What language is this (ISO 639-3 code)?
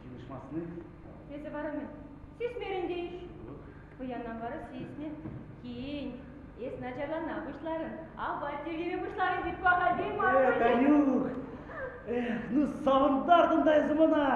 chv